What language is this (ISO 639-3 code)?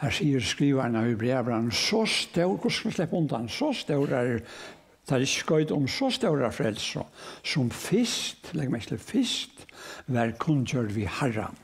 fao